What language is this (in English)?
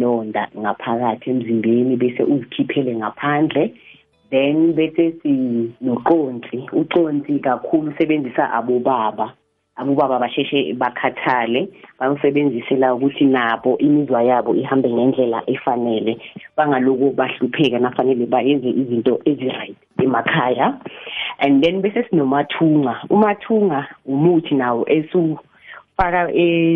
South Ndebele